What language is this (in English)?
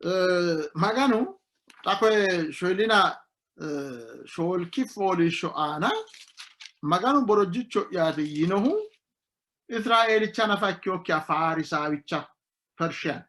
Sidamo